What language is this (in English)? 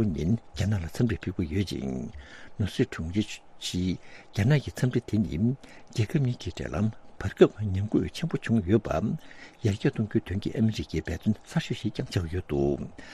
Tibetan